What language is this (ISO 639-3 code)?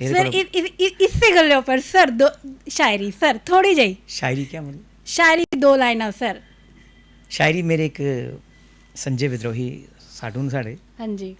doi